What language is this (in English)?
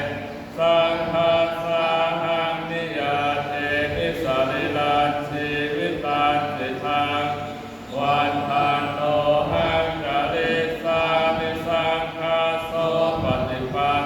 Pali